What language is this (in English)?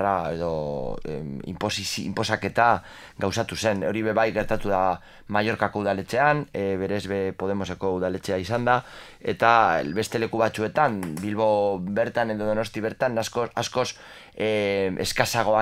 Basque